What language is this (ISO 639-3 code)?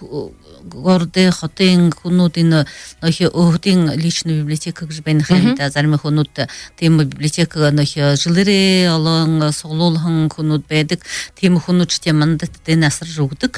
bua